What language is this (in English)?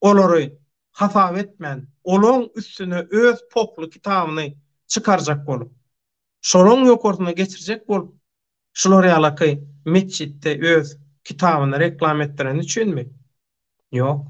Turkmen